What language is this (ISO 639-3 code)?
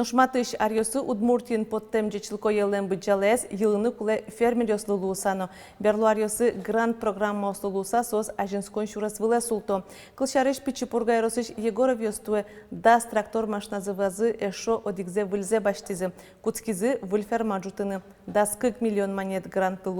udm